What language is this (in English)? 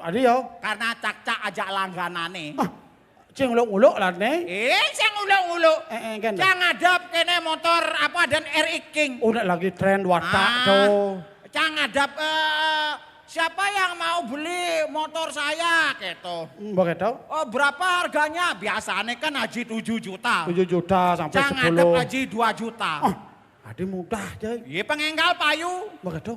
Balinese